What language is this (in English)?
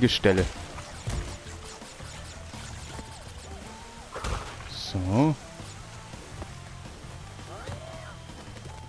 German